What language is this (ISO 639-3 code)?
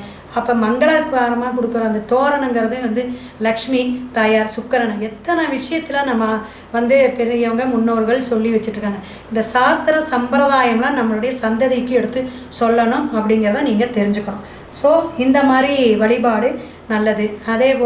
tam